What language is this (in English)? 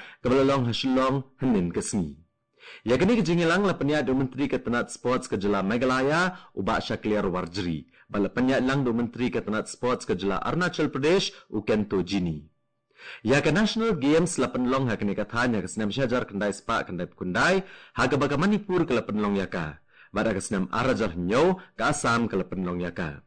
Khasi